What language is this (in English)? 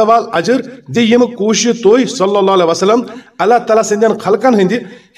Kashmiri